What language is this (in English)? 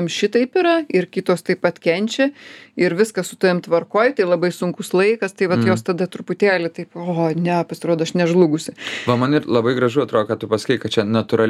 Lithuanian